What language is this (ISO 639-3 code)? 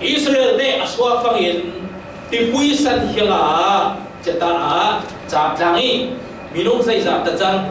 cfm